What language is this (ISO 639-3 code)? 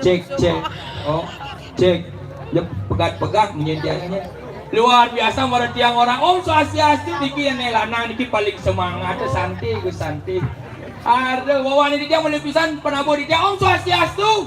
ban